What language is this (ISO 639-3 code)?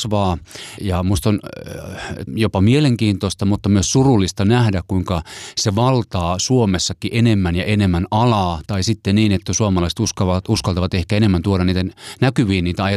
fin